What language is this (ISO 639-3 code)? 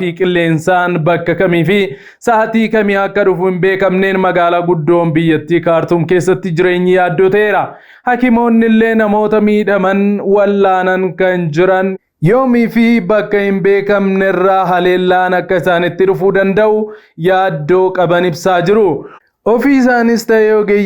orm